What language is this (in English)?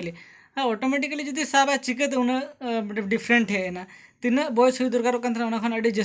Santali